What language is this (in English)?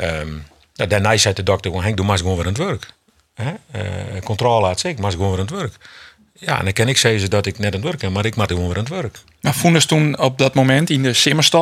Western Frisian